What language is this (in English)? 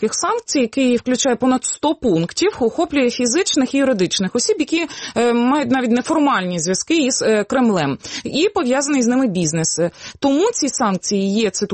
Ukrainian